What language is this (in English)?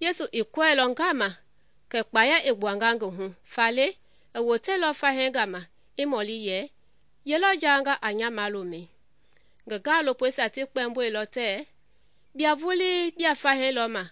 Mende